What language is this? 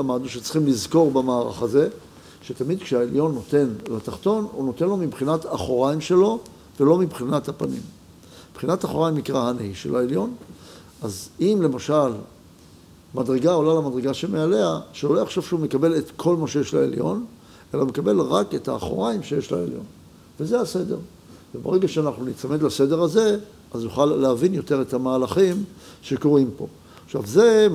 Hebrew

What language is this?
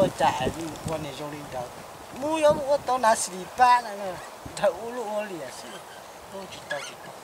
Hmong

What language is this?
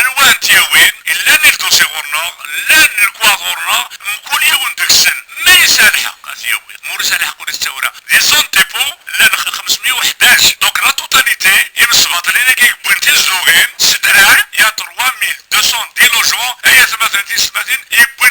Kabyle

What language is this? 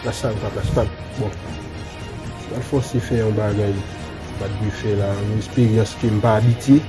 Haitian Creole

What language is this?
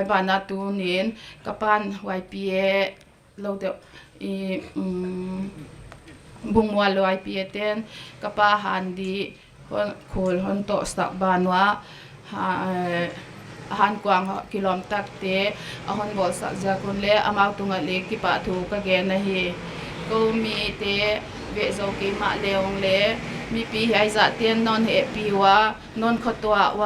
Paite Chin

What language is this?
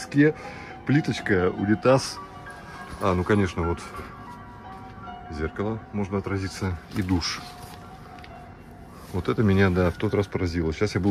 Russian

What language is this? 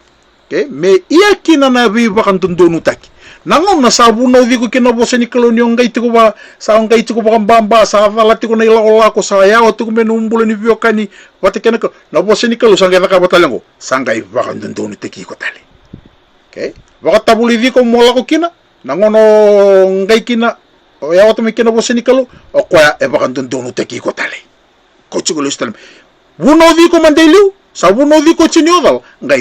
Fijian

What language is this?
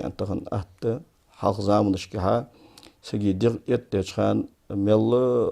Ingush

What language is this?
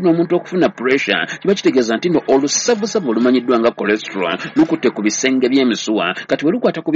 Ganda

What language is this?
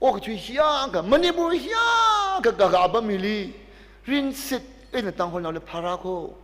Tangkhul Naga (India)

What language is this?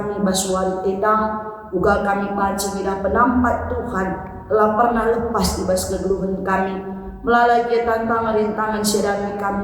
Batak Karo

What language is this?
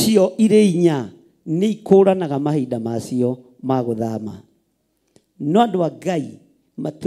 Kikuyu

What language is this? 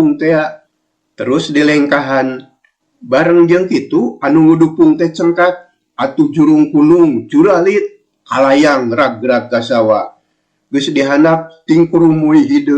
Sundanese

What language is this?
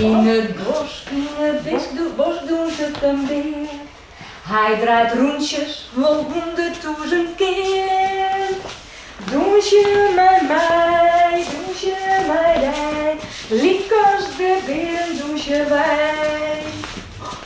Western Frisian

